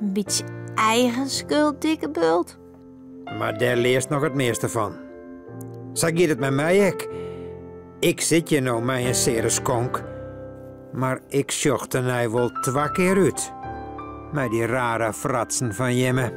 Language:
Western Frisian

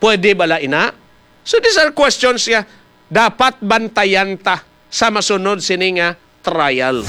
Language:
Hiligaynon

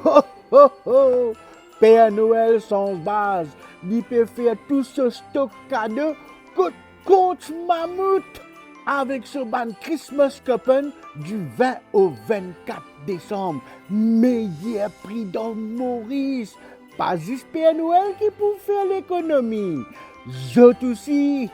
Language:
Morisyen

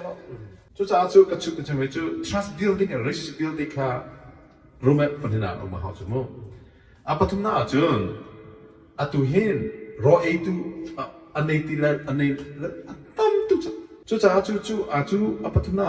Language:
Hakha Chin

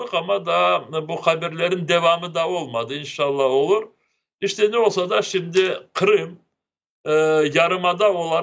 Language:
Crimean Tatar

